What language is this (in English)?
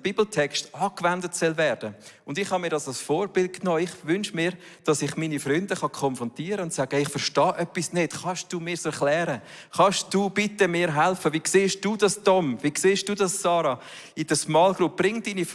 Swiss German